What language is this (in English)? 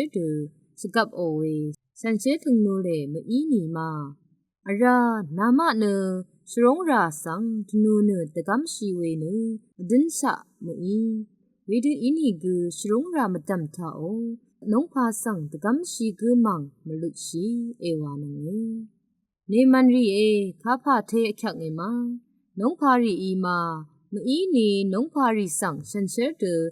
Rawang